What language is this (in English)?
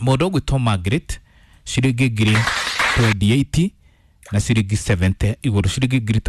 Kikuyu